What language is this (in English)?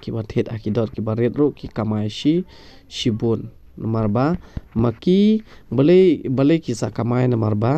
Khasi